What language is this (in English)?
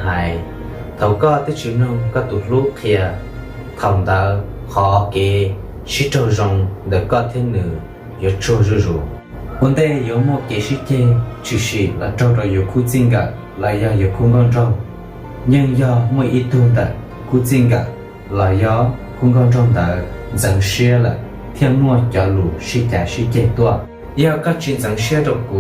Hmong